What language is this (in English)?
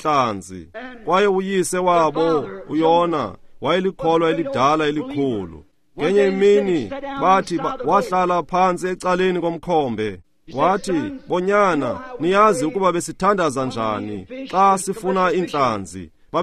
Xhosa